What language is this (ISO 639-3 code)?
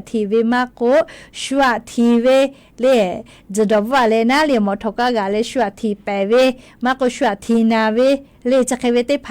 lhu